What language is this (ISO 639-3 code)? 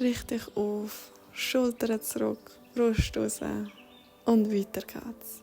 gsw